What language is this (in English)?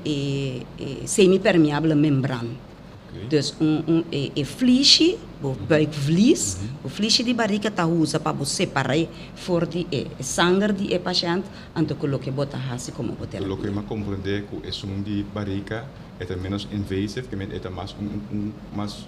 Papiamento